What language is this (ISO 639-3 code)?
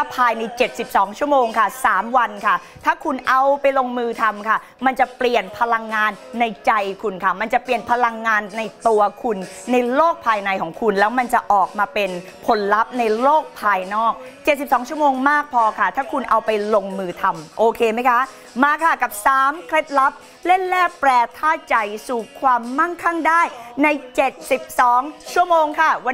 tha